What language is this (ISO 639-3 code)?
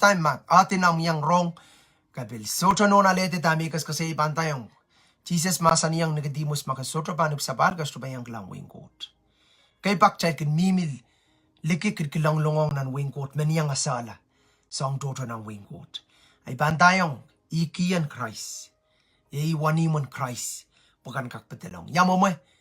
pon